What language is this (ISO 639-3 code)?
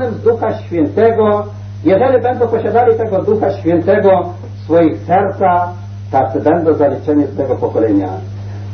pol